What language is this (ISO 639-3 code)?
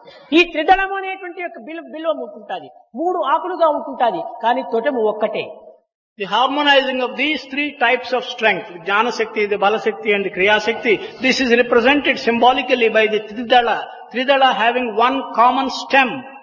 tel